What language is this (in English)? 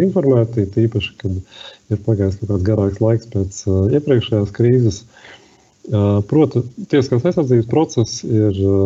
Latvian